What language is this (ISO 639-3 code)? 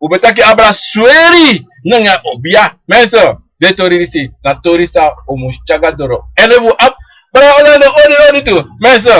srn